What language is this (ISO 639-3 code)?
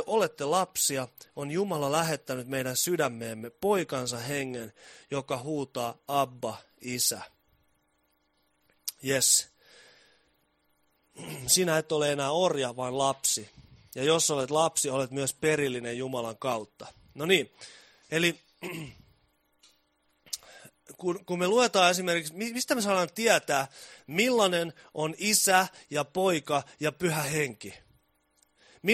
fin